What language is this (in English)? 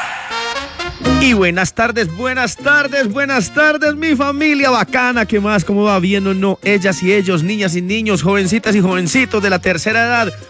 Spanish